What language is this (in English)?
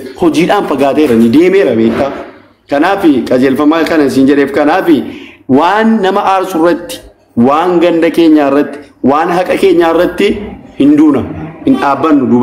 Oromo